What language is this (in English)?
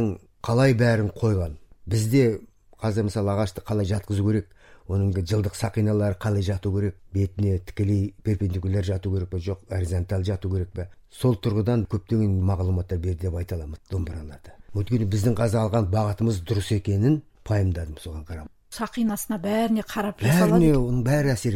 Kazakh